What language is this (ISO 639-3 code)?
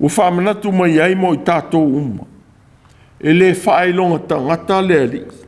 smo